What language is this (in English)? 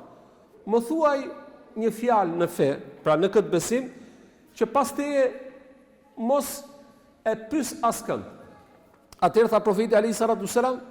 Albanian